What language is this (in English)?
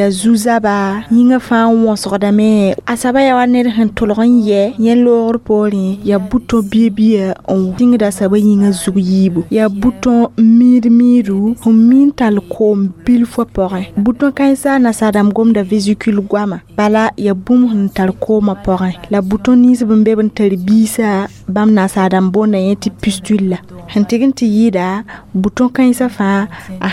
Mossi